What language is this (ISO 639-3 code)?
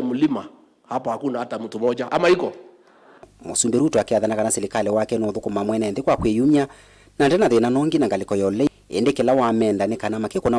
kam